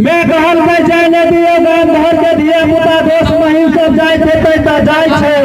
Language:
Maithili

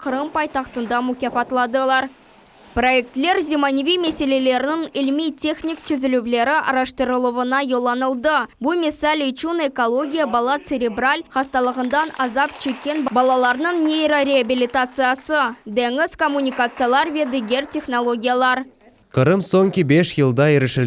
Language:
Crimean Tatar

